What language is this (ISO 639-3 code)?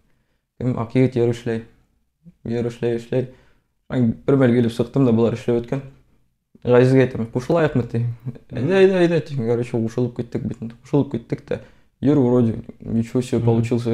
bak